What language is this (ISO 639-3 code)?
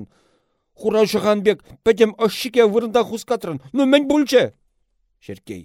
chv